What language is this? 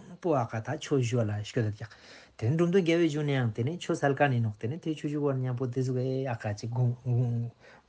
Ladakhi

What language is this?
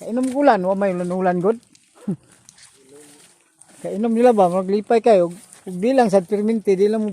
Cebuano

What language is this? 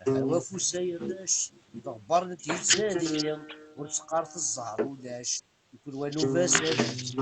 Kabyle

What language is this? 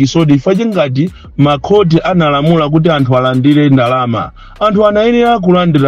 Nyanja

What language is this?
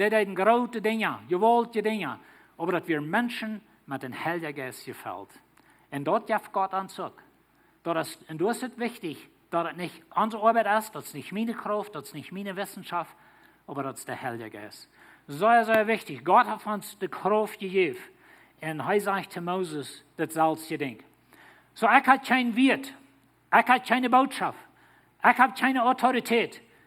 Plautdietsch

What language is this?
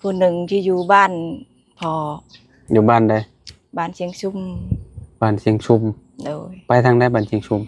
Lao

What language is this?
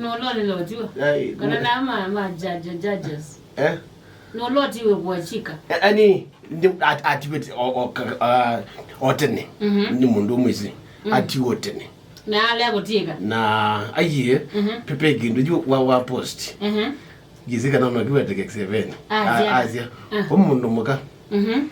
Kamba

